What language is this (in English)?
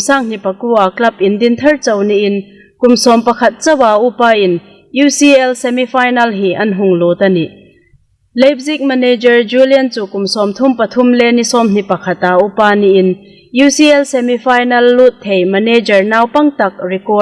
Hmar